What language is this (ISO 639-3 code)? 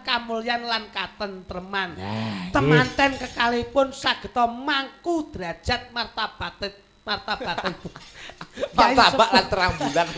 jav